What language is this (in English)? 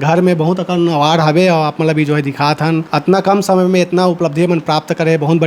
Chhattisgarhi